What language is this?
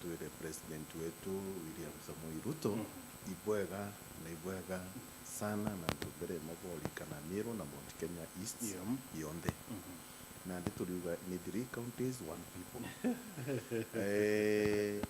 Meru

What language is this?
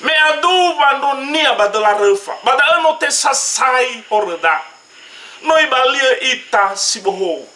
Nias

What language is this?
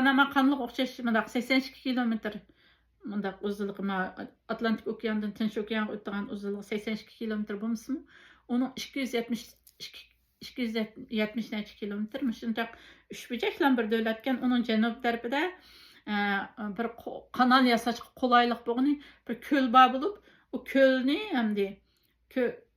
Uyghur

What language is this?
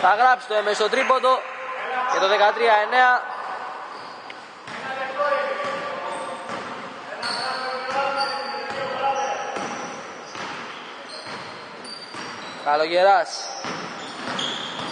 Greek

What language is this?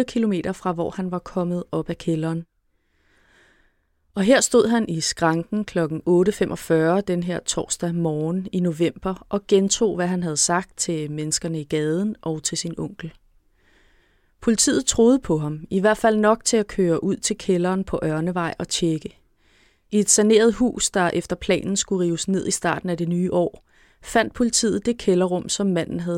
Danish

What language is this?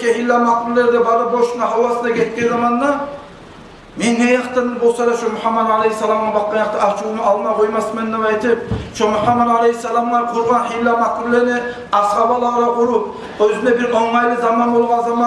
Kumyk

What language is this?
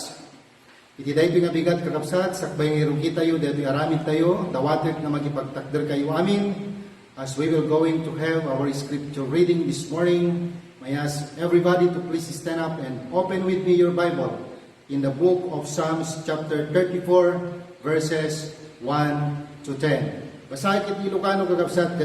Iloko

